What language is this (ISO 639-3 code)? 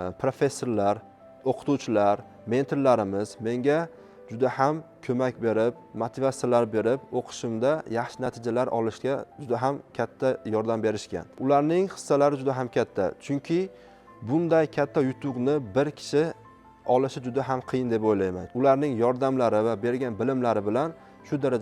uzb